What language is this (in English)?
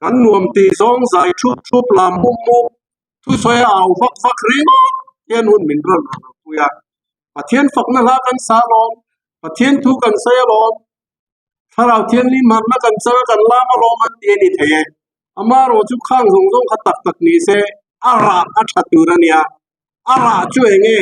Mizo